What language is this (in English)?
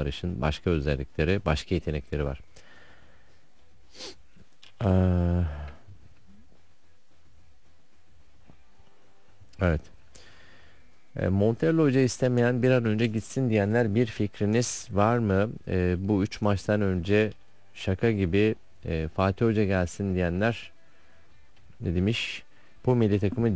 Turkish